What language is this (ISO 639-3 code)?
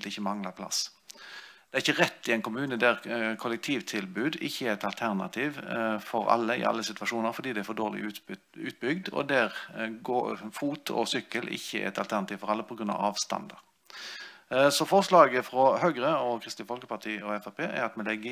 nor